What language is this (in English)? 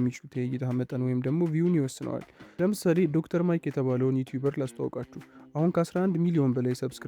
Amharic